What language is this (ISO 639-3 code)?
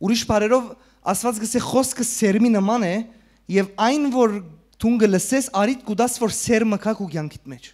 hyw